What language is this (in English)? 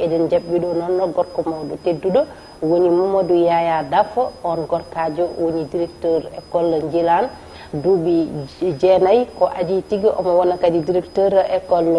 Fula